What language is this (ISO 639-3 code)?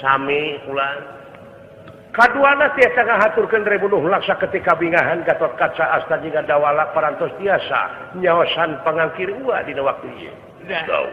sun